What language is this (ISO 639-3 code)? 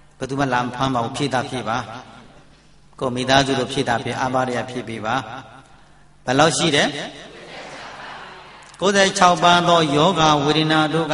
mya